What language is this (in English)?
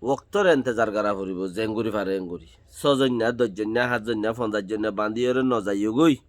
Rohingya